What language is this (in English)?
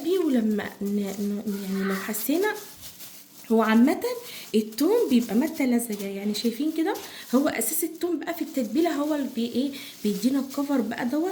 Egyptian Arabic